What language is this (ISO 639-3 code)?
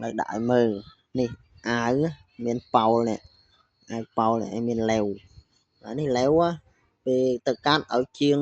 khm